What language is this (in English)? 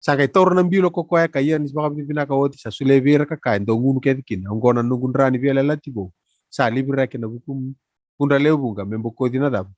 Fijian